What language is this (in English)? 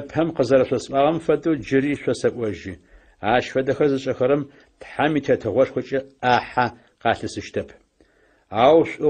Adyghe